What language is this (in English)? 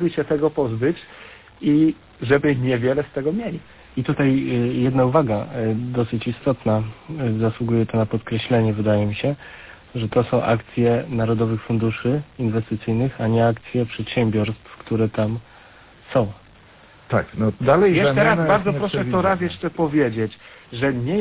Polish